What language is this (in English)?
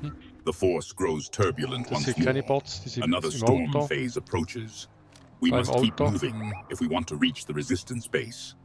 Swiss German